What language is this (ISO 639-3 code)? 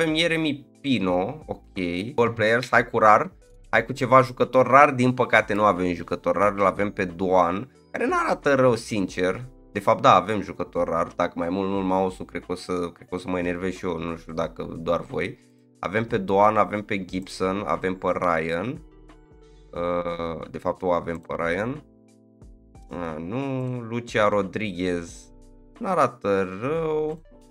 ron